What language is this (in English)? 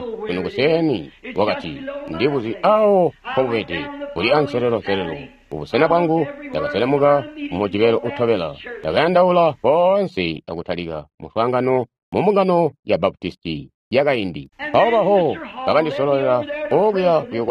Tonga (Zambia)